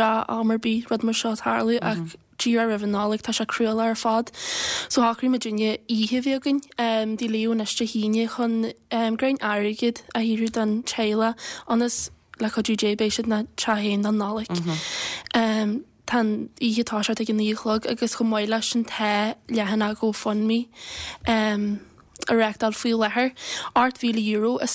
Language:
Irish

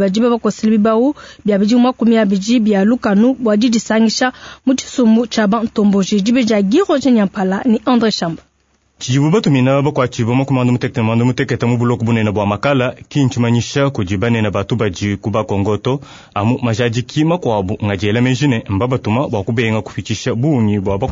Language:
Luba-Lulua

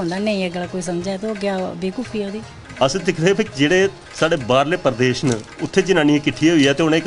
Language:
Dogri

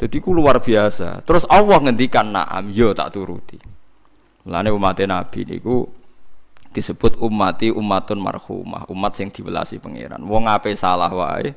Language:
Javanese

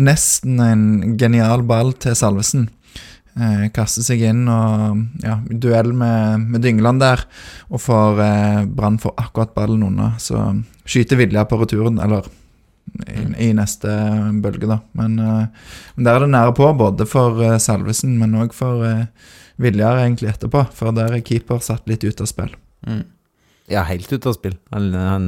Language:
Norwegian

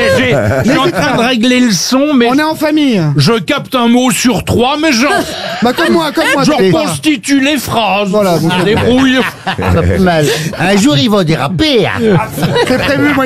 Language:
French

